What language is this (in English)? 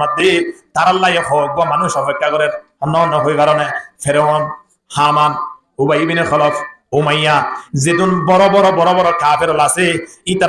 Rohingya